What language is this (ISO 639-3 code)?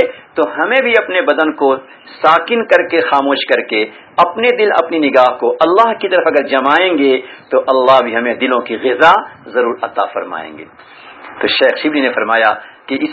urd